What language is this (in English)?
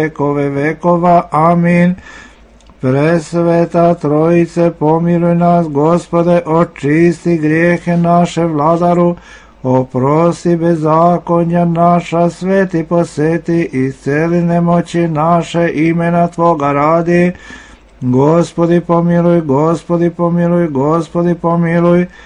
Serbian